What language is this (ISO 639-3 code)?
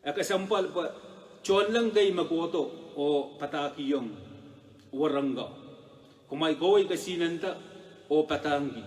pon